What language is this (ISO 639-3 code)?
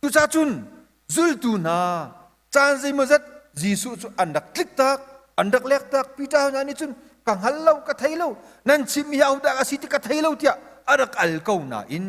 cnh